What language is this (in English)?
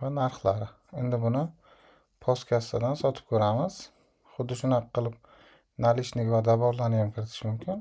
Uzbek